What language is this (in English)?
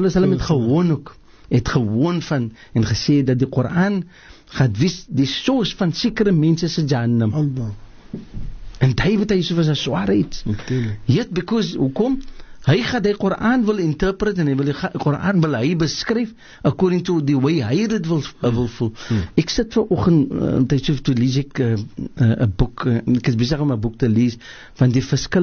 Afrikaans